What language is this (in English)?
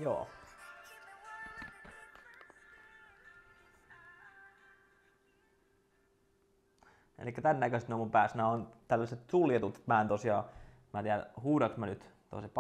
Finnish